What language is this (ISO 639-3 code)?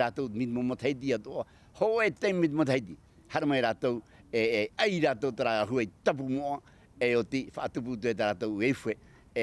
tah